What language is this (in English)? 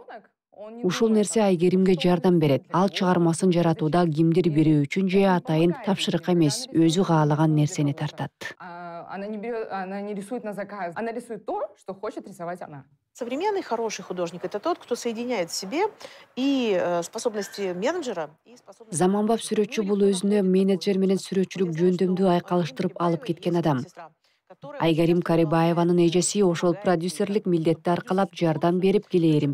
Kyrgyz